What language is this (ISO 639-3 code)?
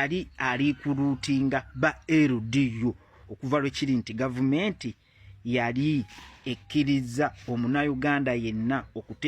lug